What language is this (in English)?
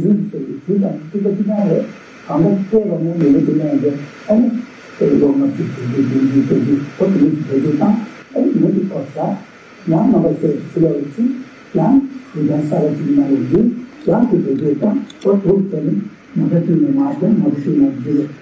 Tibetan